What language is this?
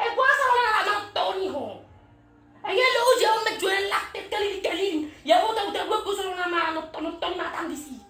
Batak Toba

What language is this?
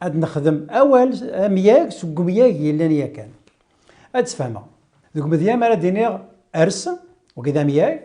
Kabyle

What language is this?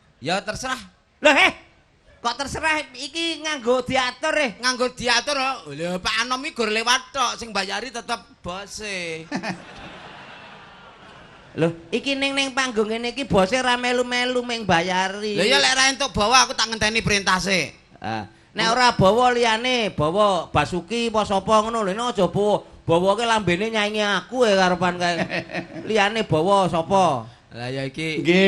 Javanese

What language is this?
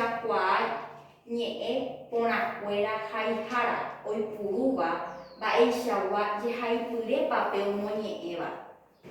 Guarani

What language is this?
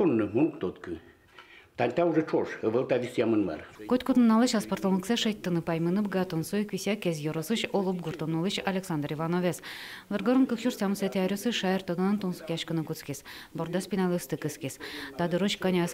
Udmurt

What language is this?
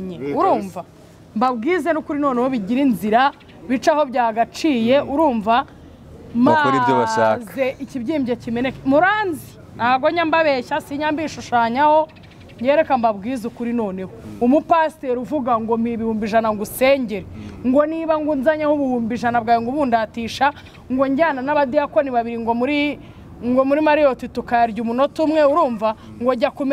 Kinyarwanda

